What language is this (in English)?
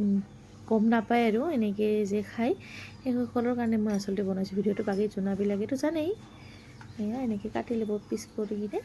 Assamese